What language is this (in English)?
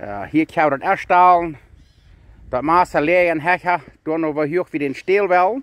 Plautdietsch